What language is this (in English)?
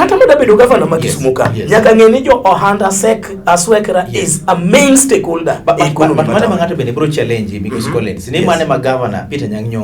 Luo (Kenya and Tanzania)